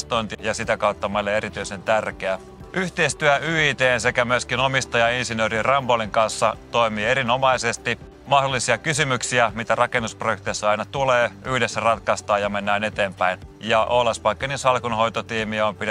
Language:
Finnish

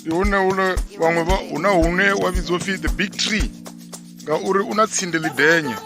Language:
Venda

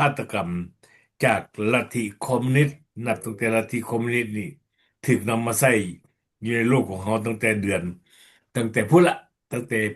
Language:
Lao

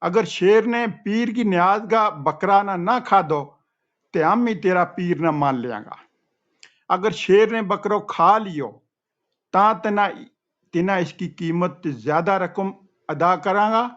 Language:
Gujari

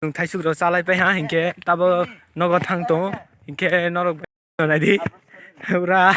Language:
Kok Borok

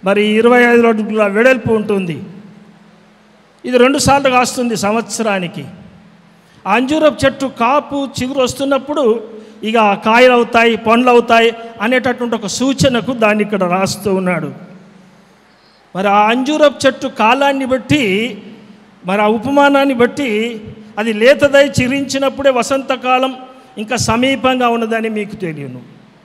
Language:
Telugu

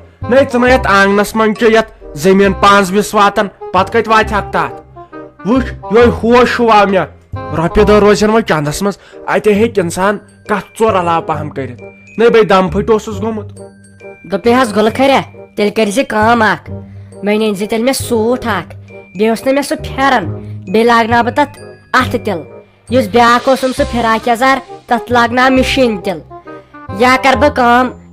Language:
Kashmiri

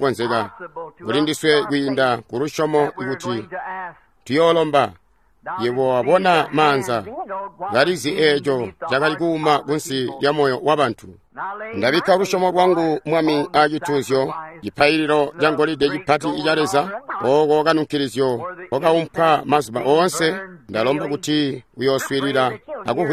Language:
Tonga (Zambia)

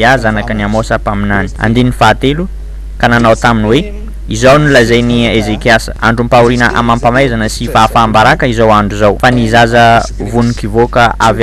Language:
Malagasy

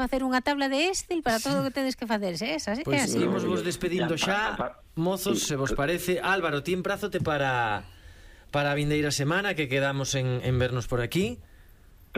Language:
Galician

